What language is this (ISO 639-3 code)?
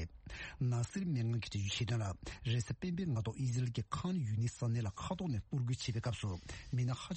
bod